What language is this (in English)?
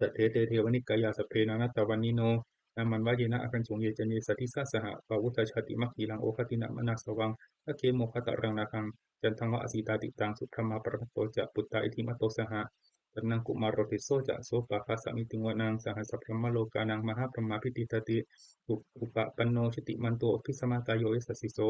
Pali